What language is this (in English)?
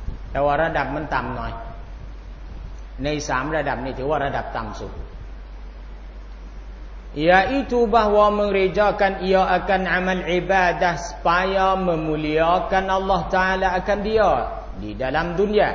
Thai